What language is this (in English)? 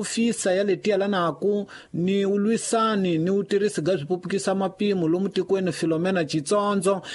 Tsonga